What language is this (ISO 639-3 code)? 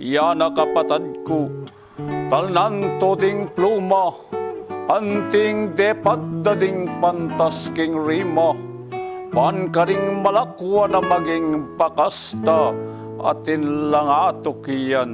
pam